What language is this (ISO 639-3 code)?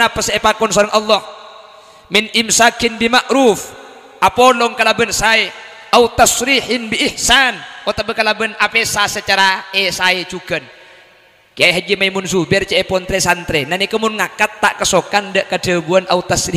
mad